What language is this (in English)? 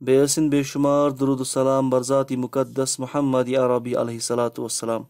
Kashmiri